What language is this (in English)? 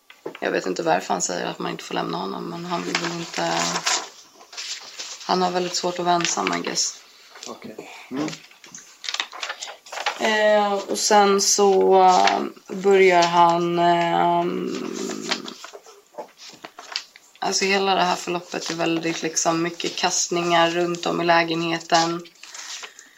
Swedish